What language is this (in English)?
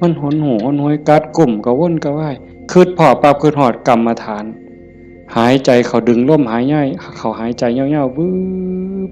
Northeastern Thai